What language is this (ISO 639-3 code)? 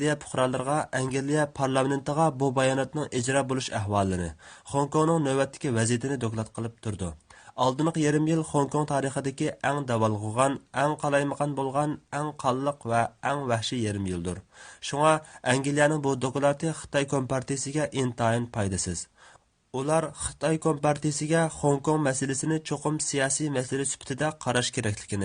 uig